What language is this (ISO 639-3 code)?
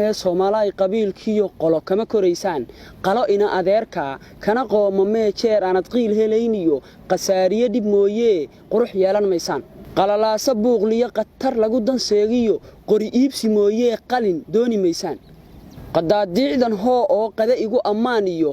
som